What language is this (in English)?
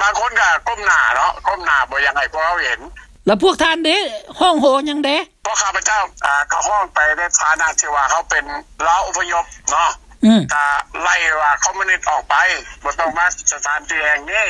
Lao